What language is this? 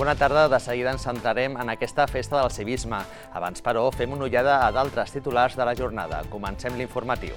Catalan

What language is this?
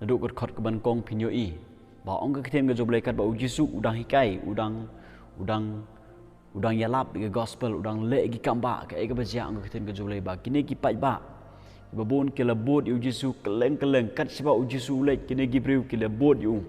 Khasi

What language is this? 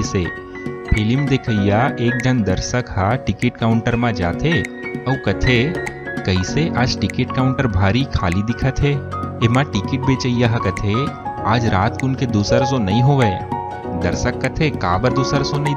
Chhattisgarhi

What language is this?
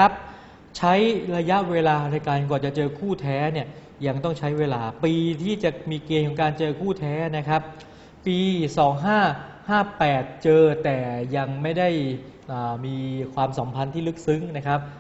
Thai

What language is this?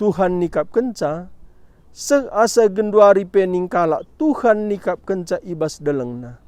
Batak Karo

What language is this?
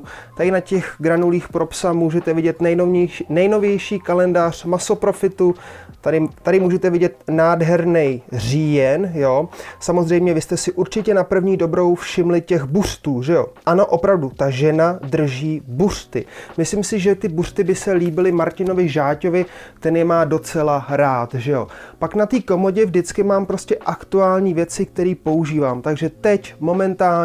Czech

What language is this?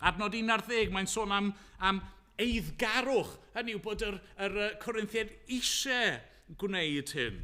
Welsh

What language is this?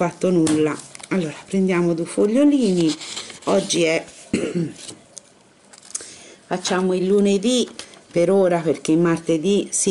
Italian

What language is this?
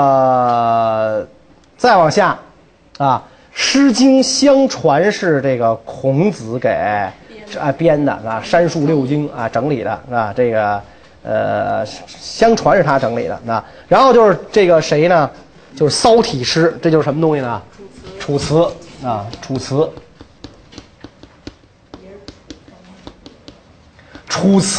Chinese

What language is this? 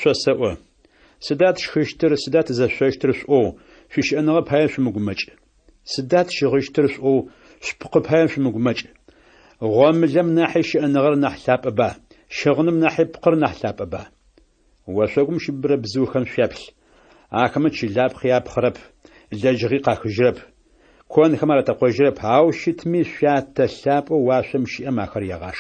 Adyghe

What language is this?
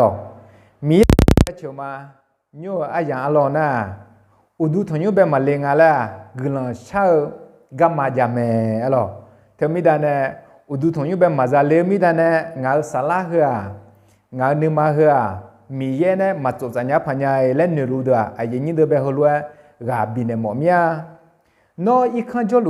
Akha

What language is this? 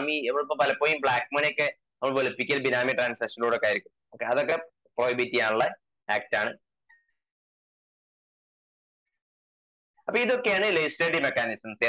Malayalam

